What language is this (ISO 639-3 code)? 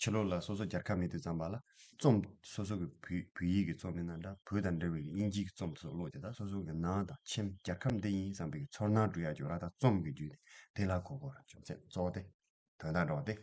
bod